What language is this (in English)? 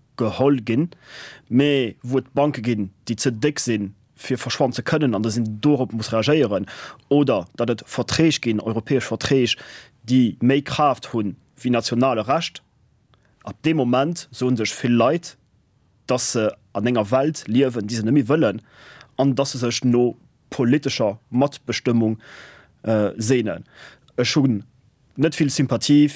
Luxembourgish